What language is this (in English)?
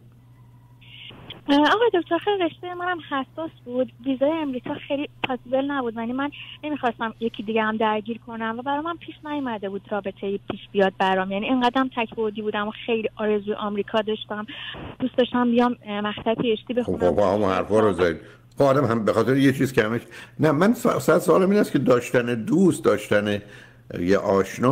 Persian